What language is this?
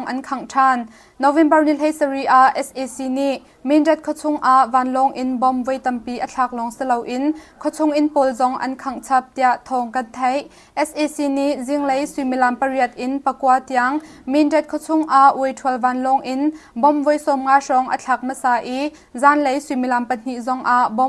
Hakha Chin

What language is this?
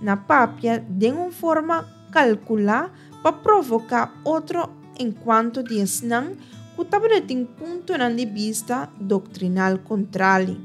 Papiamento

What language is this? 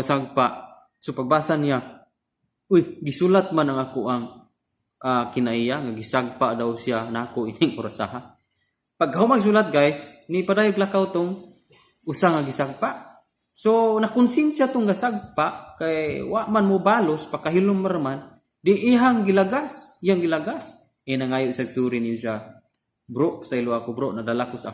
Cebuano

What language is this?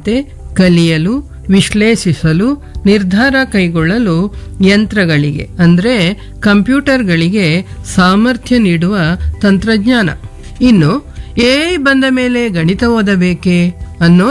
Kannada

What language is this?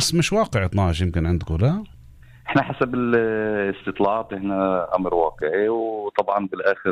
North Levantine Arabic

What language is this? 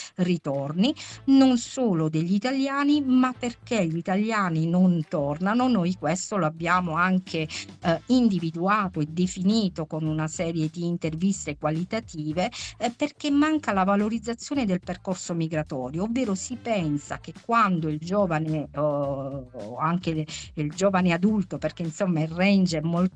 Italian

